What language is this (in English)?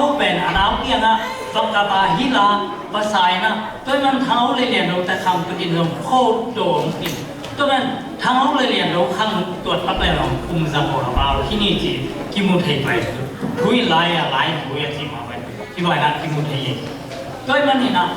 Tedim Chin